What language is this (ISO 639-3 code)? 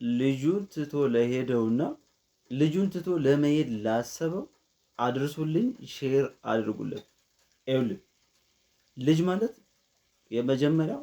amh